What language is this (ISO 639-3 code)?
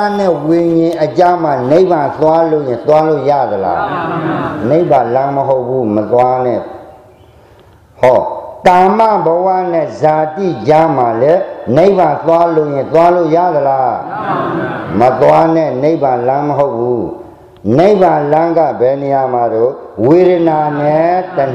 mya